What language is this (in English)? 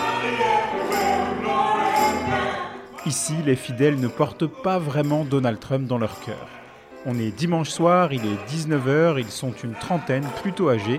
French